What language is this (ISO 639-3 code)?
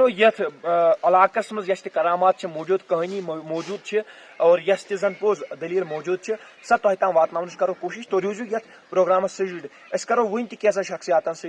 kas